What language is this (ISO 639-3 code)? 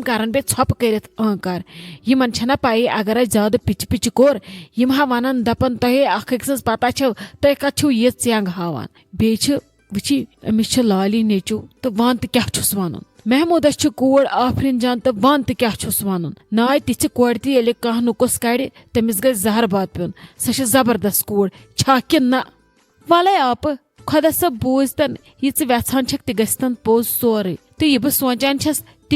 kas